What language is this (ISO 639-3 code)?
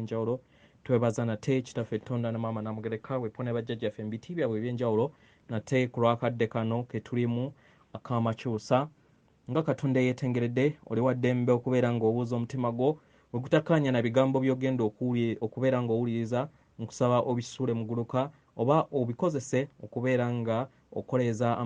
lug